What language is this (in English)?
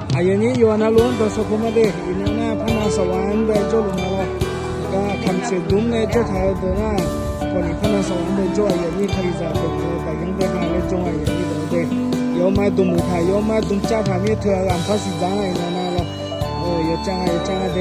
Akha